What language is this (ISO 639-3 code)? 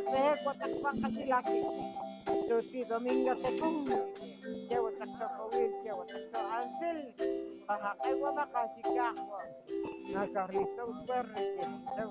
poh